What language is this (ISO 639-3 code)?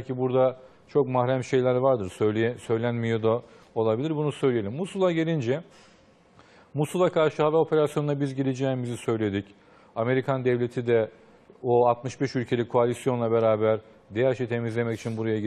tur